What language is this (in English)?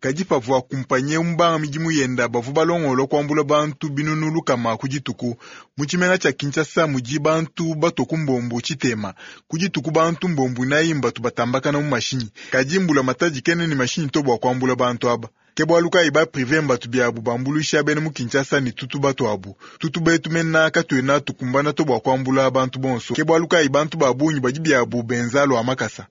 Luba-Lulua